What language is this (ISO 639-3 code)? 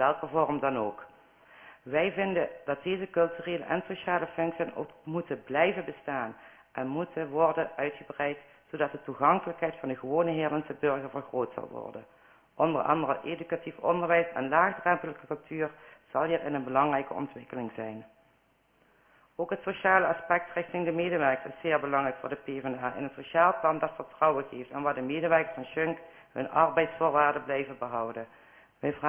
nld